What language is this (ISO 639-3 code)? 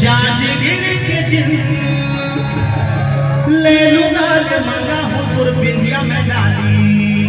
hne